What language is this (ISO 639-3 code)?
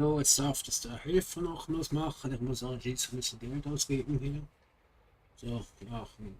gsw